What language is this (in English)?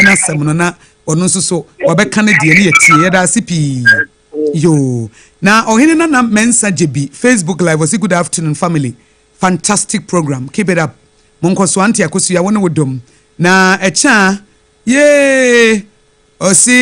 Akan